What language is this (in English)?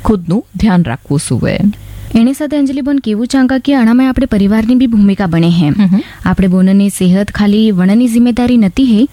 Gujarati